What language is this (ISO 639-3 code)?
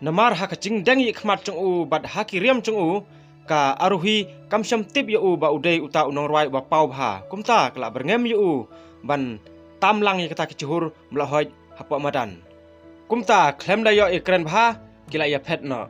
kha